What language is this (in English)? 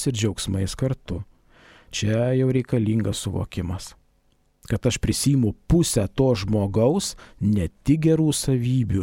Lithuanian